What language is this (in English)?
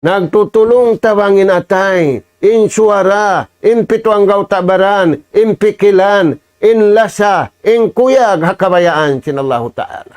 Tausug